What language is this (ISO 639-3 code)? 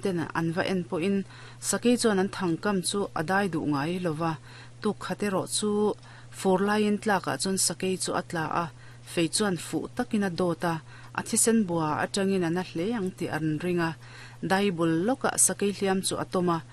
lus